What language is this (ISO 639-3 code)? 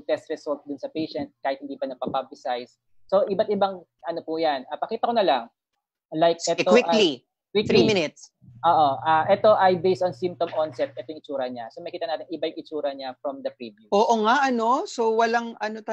fil